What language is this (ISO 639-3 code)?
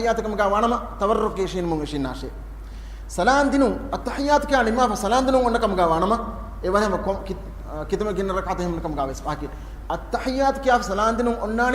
div